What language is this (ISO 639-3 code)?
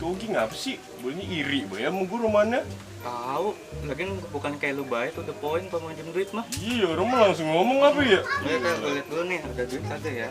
bew